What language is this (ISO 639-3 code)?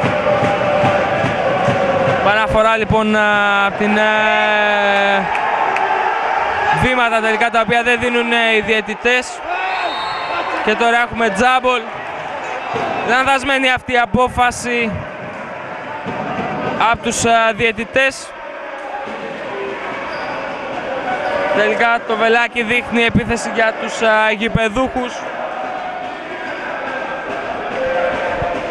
ell